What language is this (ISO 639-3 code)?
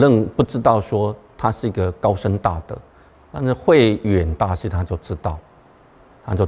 zho